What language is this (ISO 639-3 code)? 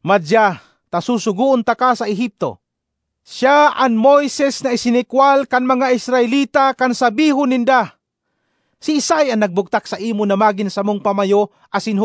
bik